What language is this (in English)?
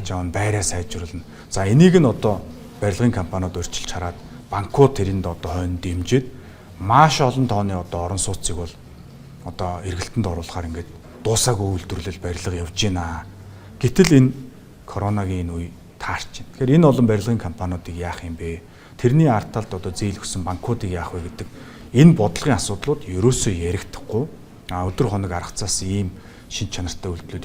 Mongolian